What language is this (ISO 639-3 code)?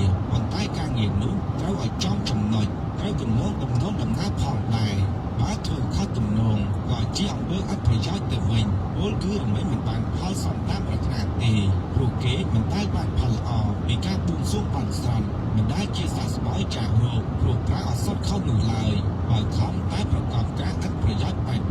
khm